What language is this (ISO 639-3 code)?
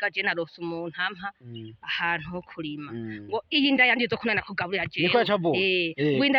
run